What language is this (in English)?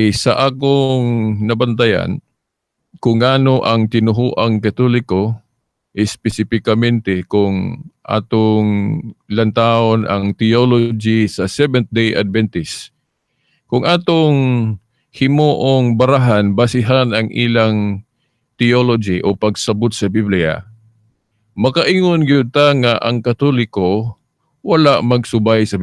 Cebuano